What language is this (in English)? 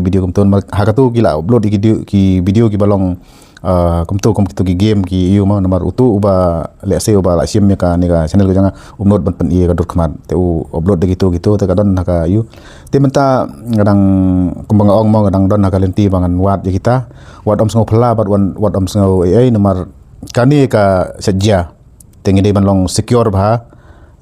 Khasi